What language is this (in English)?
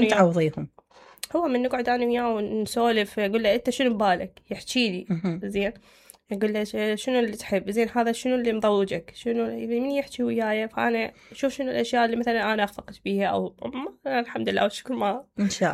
Mesopotamian Arabic